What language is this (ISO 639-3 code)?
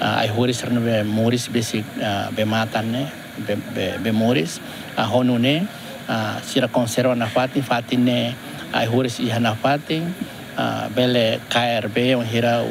tet